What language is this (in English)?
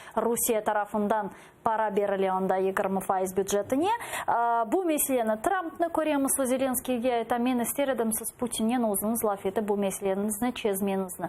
Crimean Tatar